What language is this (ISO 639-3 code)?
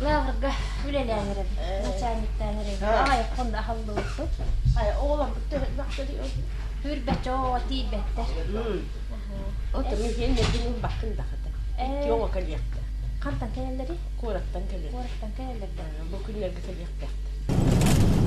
sah